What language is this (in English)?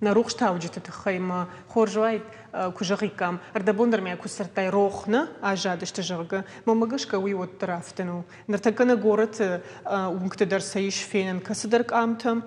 Ossetic